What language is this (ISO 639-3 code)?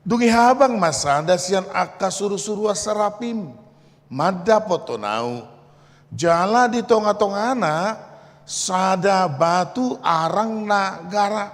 bbc